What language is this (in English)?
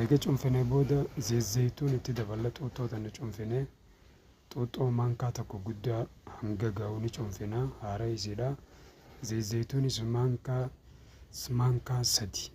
Oromo